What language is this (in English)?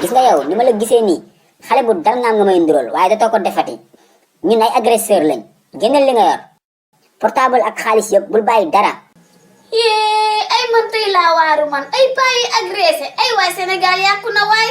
Wolof